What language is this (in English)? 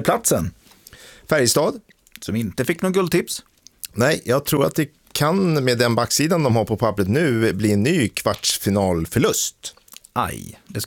Swedish